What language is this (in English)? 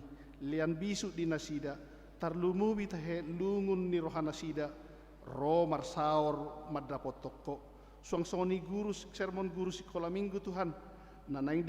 Batak Toba